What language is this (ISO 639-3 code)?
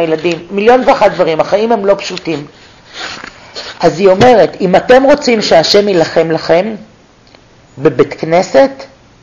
heb